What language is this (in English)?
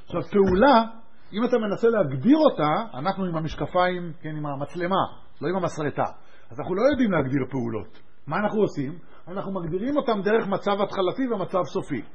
Hebrew